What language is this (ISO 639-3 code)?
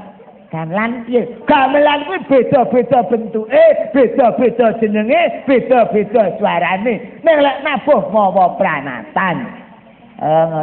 jav